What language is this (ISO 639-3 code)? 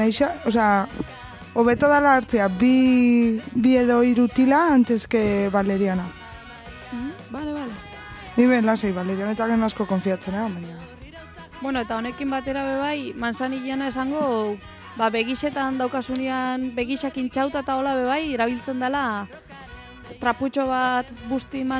eus